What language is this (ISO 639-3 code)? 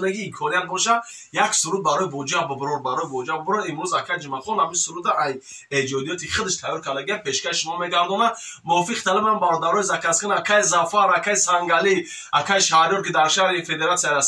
tgk